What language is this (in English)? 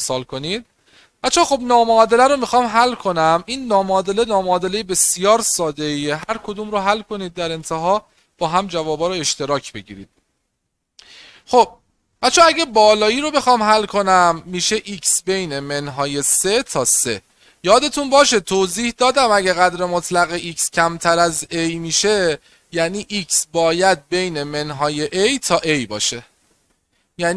Persian